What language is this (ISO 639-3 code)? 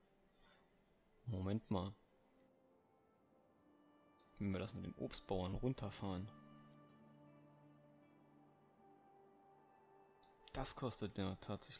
deu